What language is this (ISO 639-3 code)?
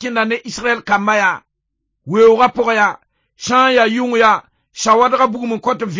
mos